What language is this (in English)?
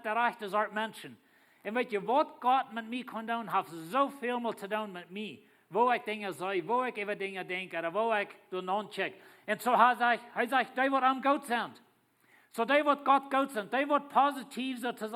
Plautdietsch